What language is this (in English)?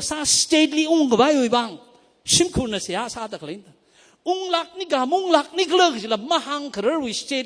Tangkhul Naga (India)